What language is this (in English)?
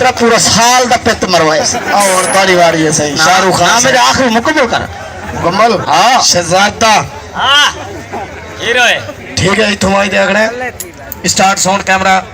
Saraiki